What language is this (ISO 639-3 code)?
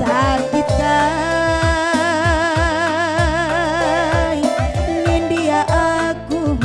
btx